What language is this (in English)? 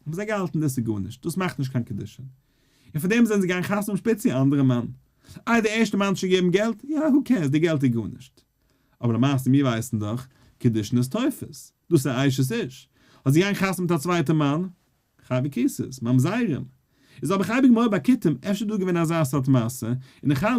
Yiddish